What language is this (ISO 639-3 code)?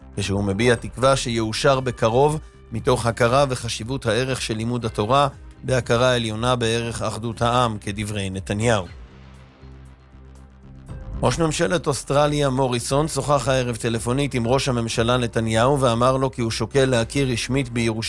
heb